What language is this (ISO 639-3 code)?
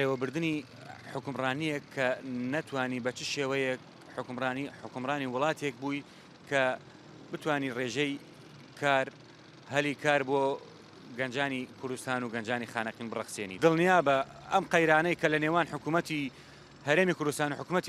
ckb